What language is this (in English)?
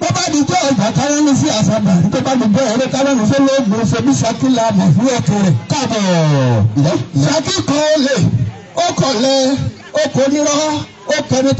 Yoruba